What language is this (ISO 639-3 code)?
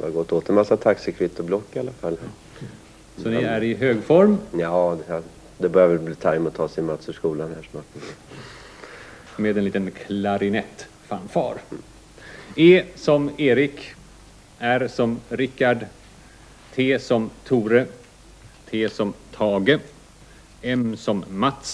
swe